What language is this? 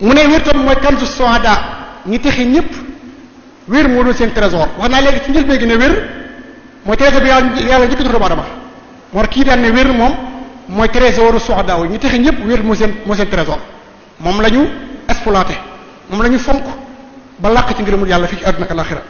Wolof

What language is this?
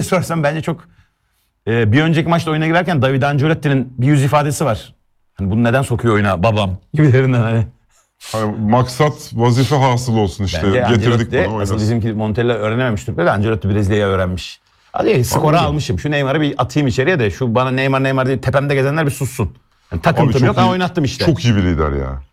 Turkish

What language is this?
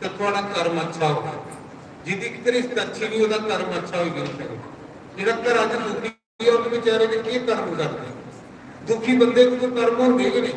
Dogri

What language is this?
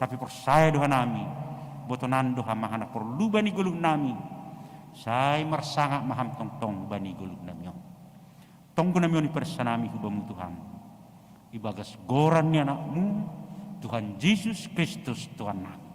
Batak Simalungun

